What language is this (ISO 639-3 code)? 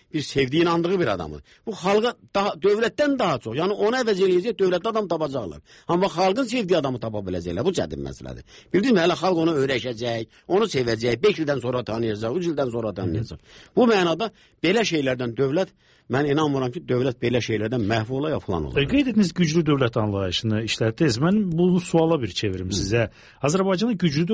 aze